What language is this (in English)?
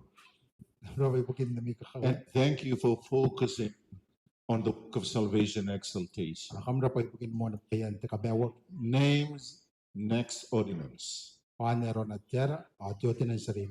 Gilbertese